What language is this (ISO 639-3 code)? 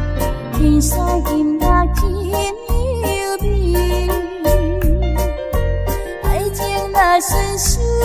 zho